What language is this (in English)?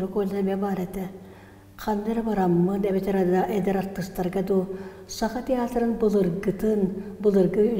Yakut